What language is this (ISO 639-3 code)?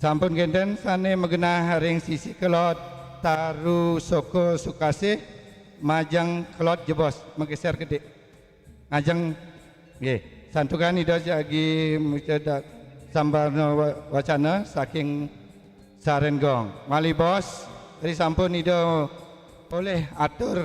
ban